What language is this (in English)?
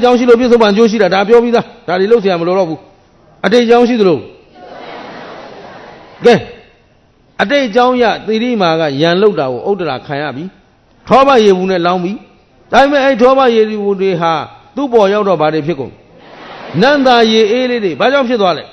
Burmese